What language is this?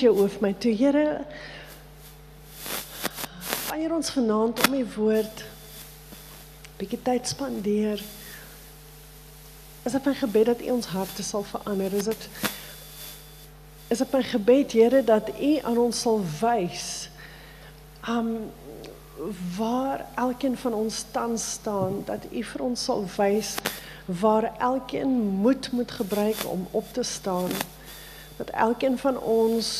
Afrikaans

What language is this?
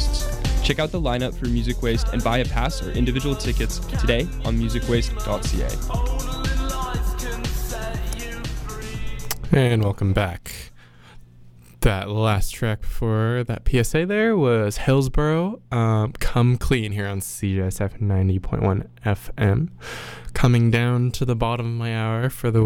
English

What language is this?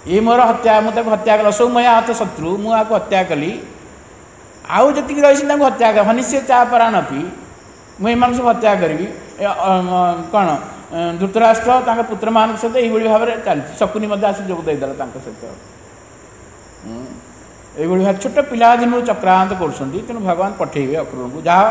Odia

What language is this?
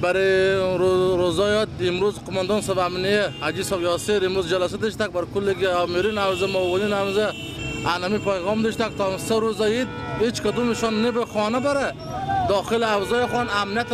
Persian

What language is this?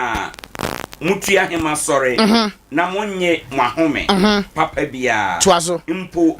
Akan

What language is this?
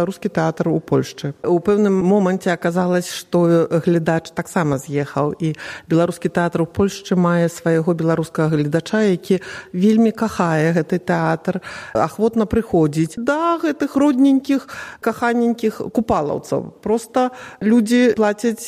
Belarusian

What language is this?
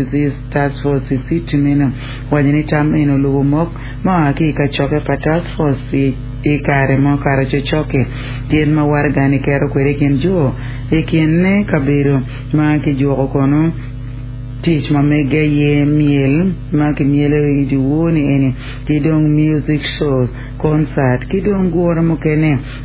Acoli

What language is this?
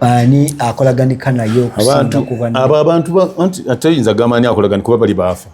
Ganda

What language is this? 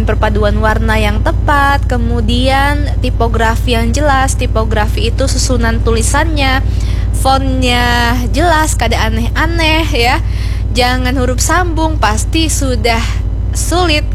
Indonesian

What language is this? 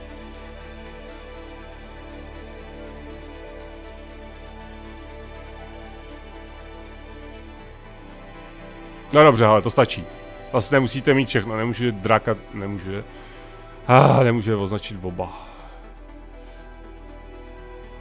Czech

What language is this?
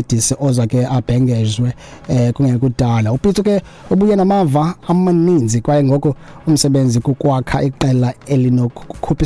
Xhosa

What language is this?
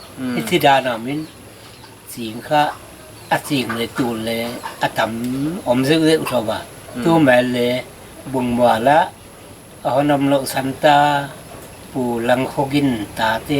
Paite Chin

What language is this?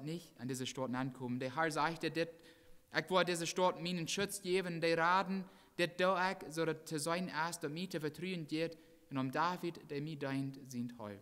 Plautdietsch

